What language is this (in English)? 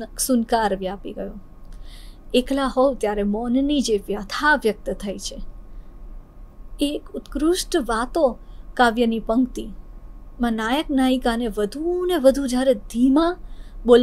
Gujarati